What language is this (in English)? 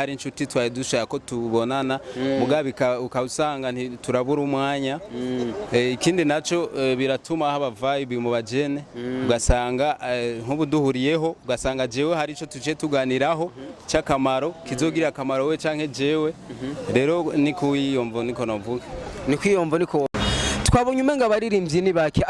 Rundi